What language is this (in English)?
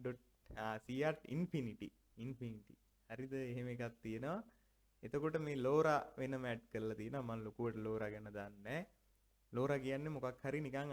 Sinhala